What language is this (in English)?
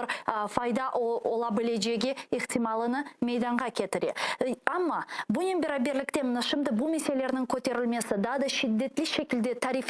Crimean Tatar